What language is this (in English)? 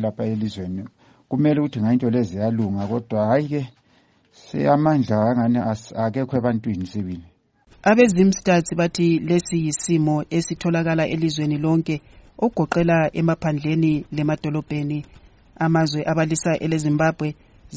North Ndebele